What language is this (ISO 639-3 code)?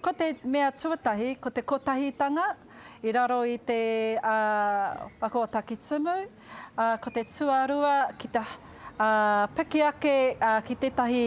mri